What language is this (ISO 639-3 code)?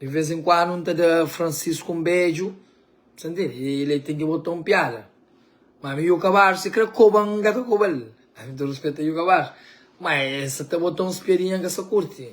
kea